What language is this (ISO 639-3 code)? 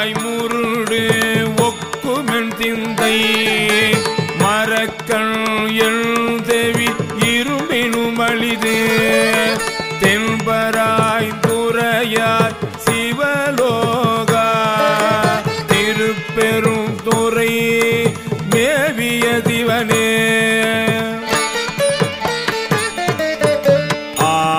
tam